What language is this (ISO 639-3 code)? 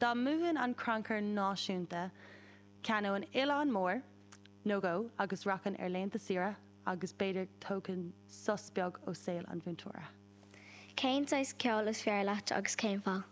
gle